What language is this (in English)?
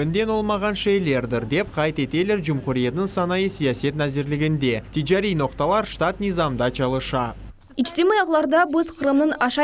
Crimean Tatar